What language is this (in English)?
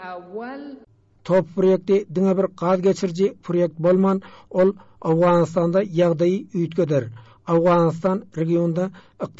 Turkmen